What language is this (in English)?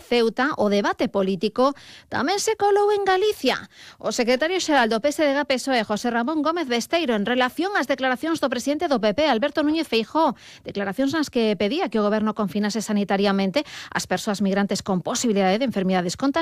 Galician